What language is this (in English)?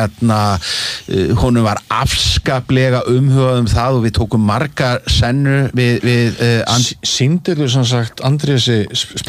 Icelandic